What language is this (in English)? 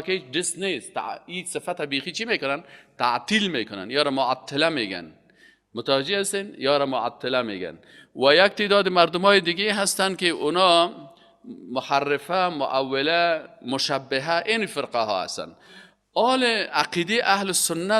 Persian